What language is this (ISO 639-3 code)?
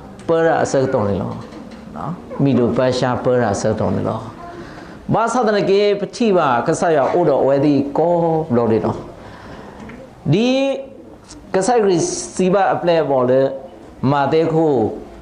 ksw